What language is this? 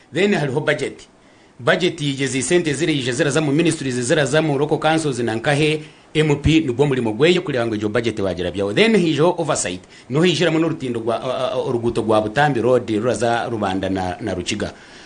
Nyankole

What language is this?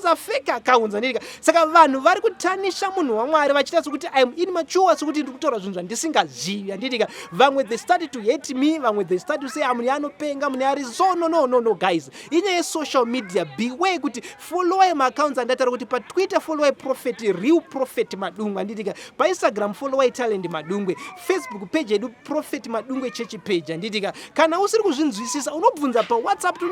Shona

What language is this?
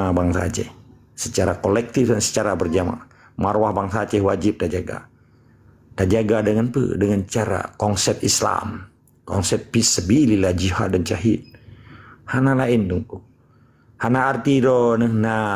Achinese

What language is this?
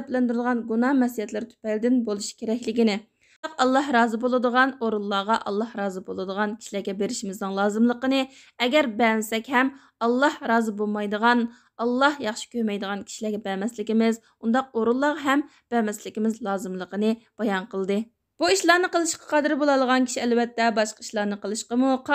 Uyghur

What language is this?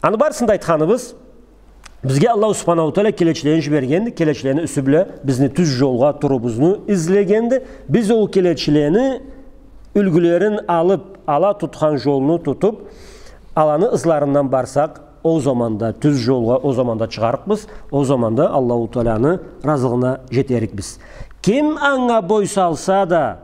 Karachay-Balkar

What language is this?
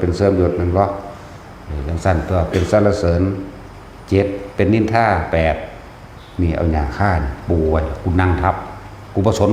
Northeastern Thai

